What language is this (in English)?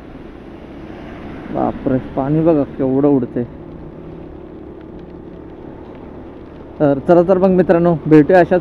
Marathi